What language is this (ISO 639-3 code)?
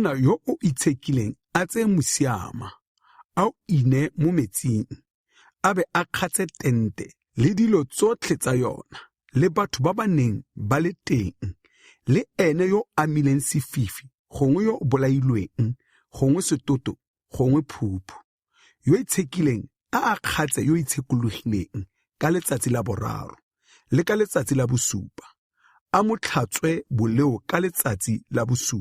tsn